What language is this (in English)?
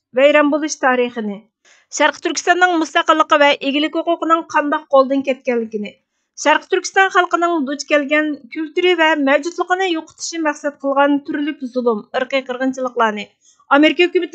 Uyghur